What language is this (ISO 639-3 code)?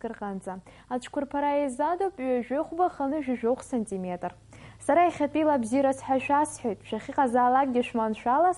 abk